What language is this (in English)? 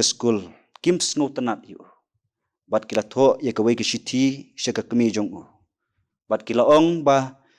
Khasi